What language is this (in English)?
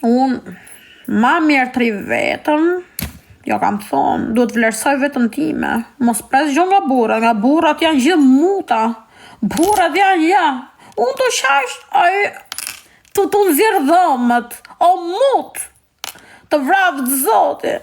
Albanian